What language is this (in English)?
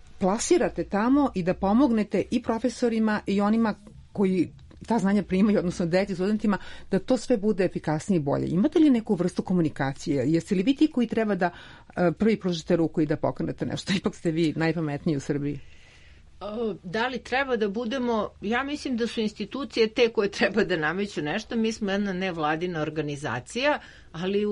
Serbian